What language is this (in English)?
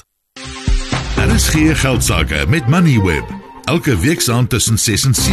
Afrikaans